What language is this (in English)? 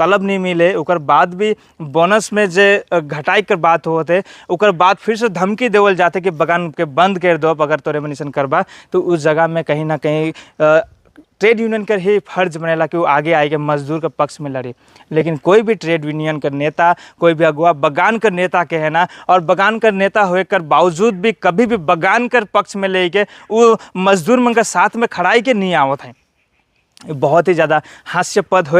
Sadri